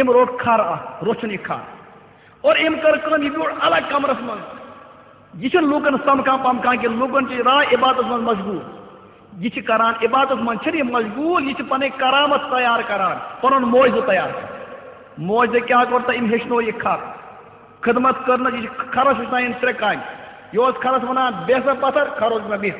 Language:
Kashmiri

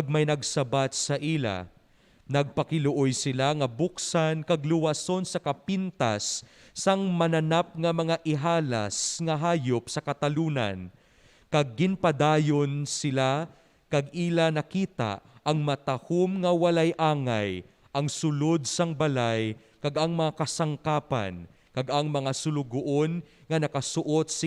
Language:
Hiligaynon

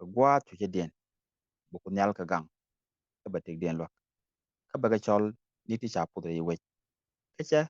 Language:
Nuer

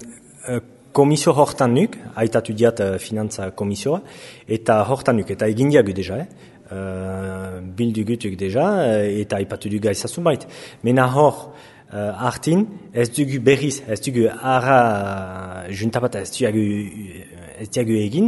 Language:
Basque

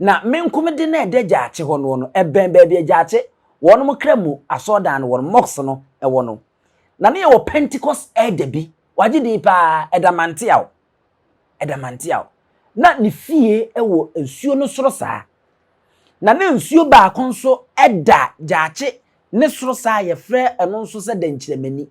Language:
Akan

